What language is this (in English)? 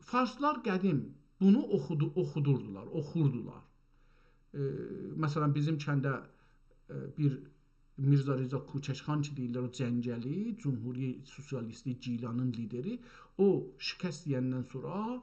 South Azerbaijani